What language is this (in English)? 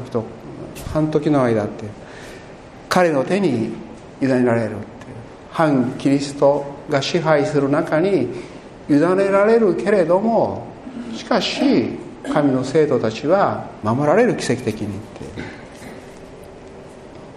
Japanese